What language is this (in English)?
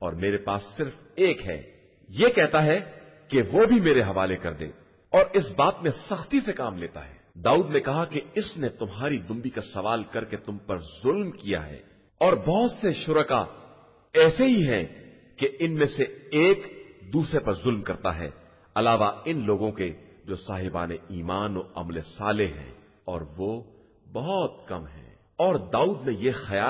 Urdu